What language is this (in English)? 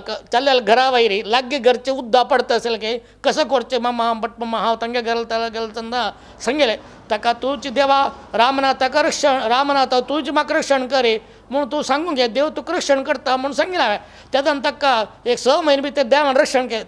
Konkani